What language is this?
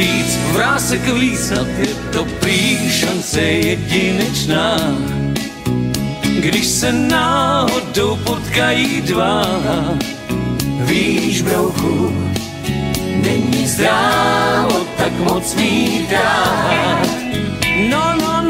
Czech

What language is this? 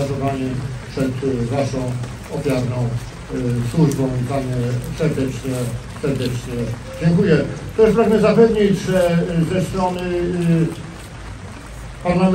Polish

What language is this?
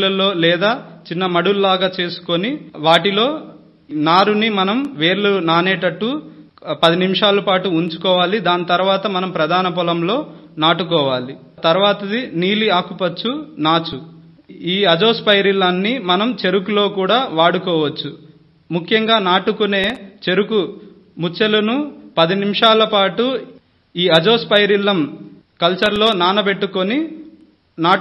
Telugu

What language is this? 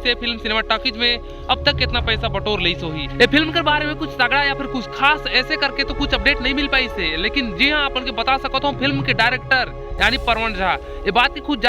Chhattisgarhi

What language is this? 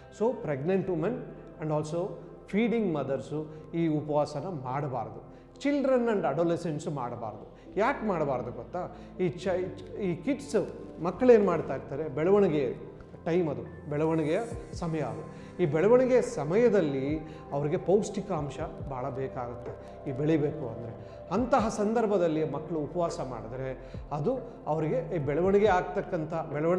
Kannada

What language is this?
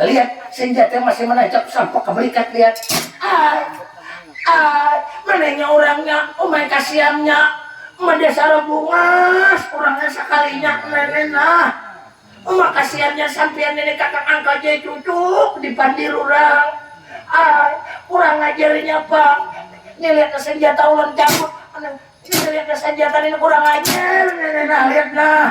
Banjar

